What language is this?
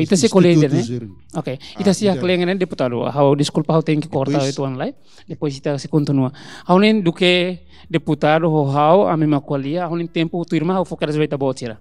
Tetum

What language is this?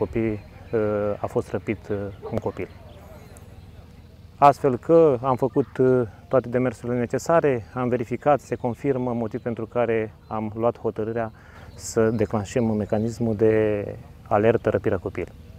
Romanian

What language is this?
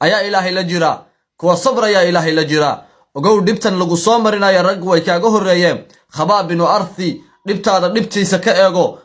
Somali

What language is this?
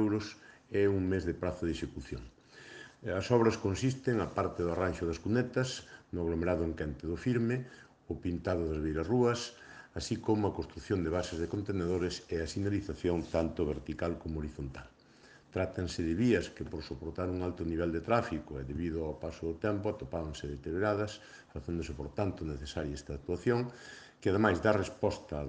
Galician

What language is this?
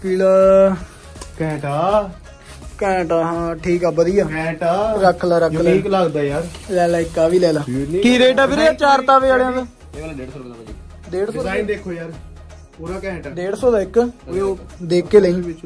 Punjabi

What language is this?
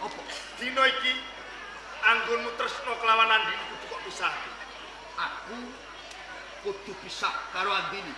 Javanese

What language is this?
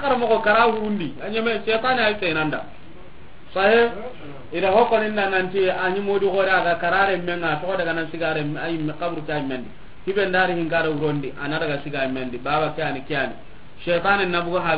Soninke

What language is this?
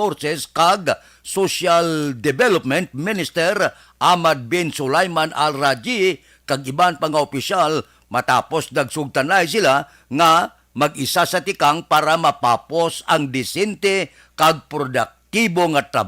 Hiligaynon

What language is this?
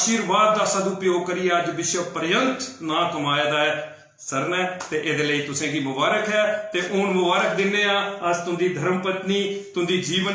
Dogri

